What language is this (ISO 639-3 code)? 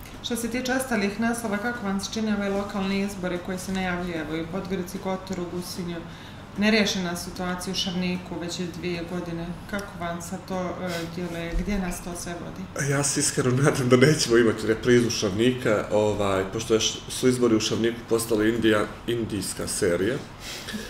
srp